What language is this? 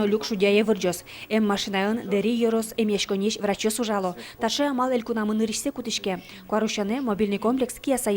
Udmurt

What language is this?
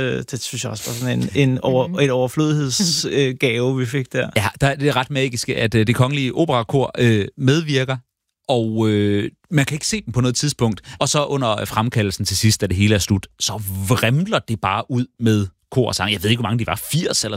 Danish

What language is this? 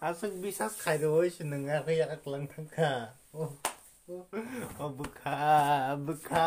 Kok Borok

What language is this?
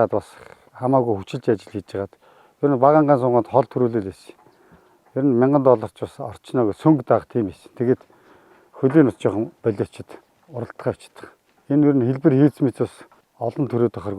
Mongolian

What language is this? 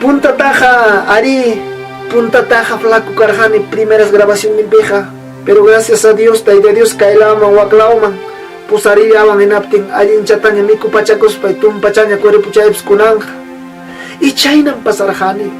Ayacucho Quechua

